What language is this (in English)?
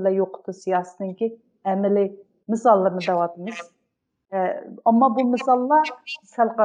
Uyghur